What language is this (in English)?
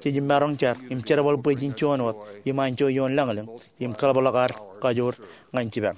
Marshallese